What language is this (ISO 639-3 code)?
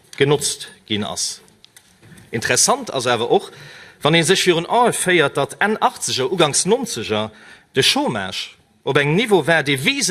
ltz